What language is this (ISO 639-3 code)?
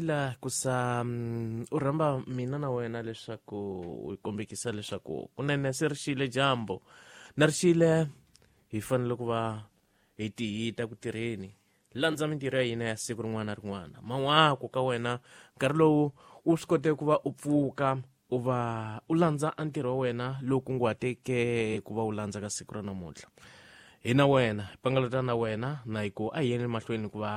tso